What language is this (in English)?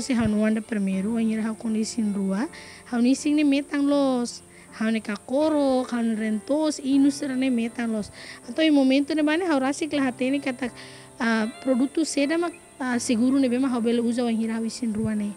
Tetum